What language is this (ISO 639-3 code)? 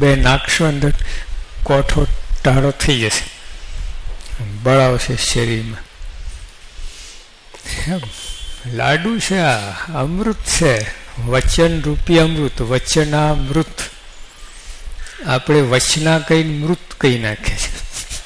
guj